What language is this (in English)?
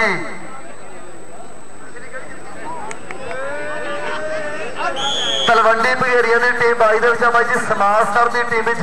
Punjabi